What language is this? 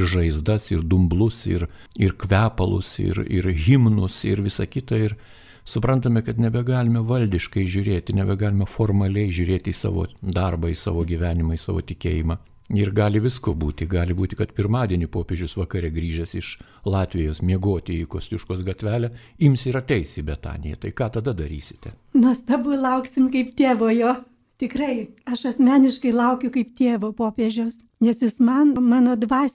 Lithuanian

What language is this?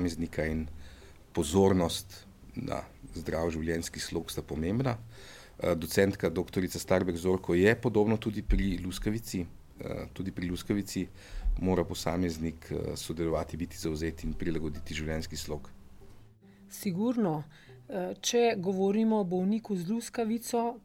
Slovenian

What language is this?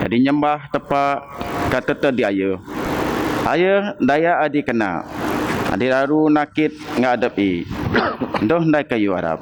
Biatah Bidayuh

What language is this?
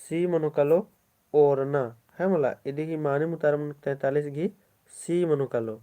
Kurukh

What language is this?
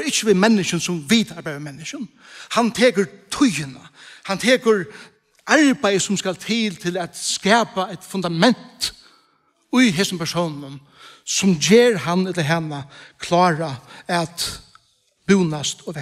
Faroese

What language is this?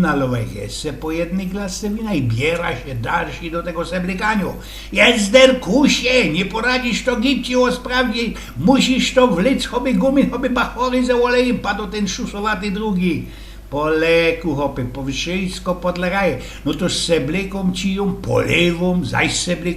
Silesian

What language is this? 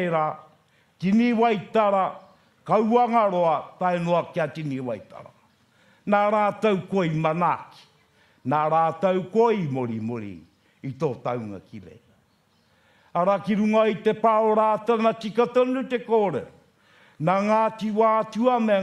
Māori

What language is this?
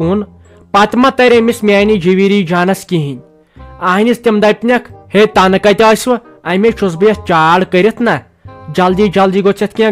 Kashmiri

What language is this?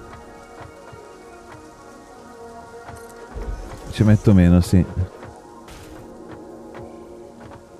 Italian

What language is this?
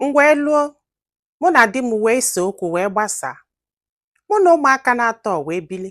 Igbo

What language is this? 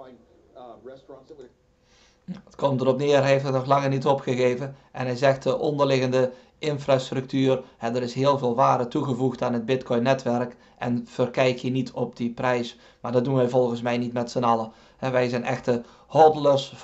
Dutch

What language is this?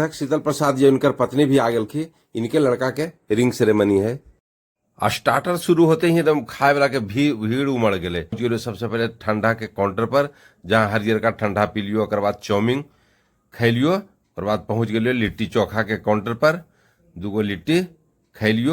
Magahi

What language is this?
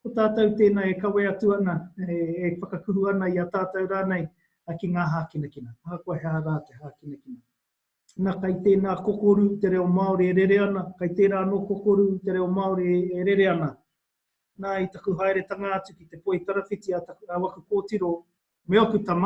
Māori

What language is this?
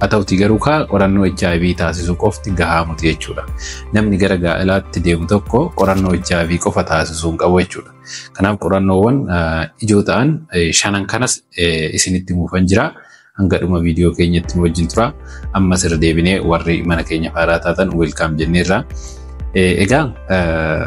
Oromo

